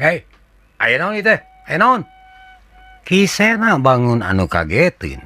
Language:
Sundanese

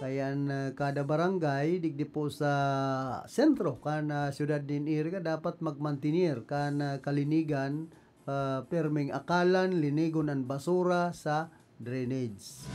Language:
Bikol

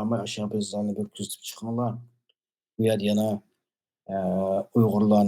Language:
Uyghur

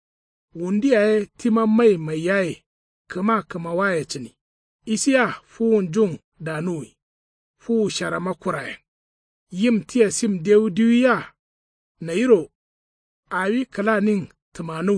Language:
Kanuri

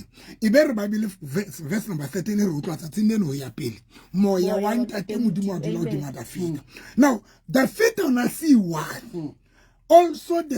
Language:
Southern Sotho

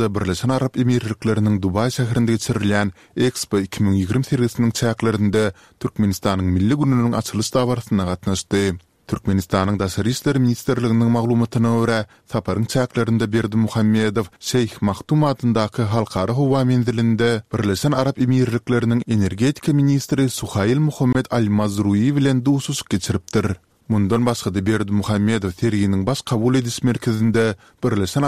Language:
Turkmen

